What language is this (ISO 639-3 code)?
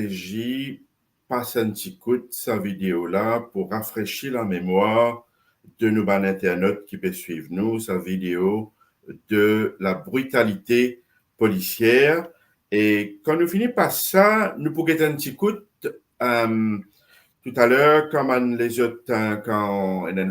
mfe